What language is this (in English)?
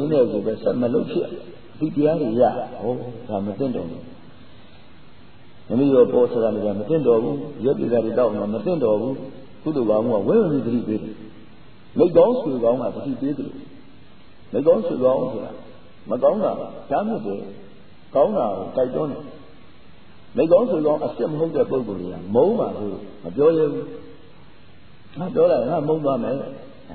Burmese